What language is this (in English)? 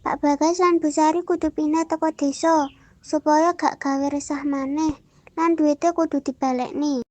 Javanese